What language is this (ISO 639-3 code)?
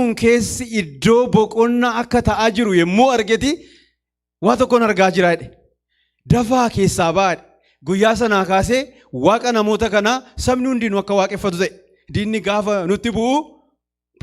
orm